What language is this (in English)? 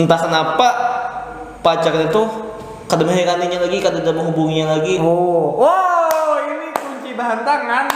Banjar